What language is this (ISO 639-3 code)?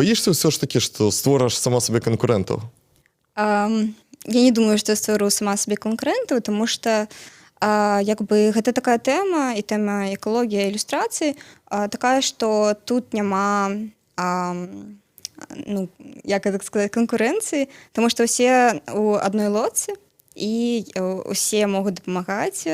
bel